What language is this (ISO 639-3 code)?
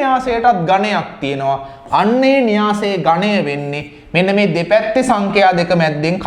sin